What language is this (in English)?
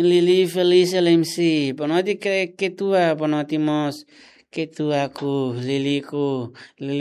Tetum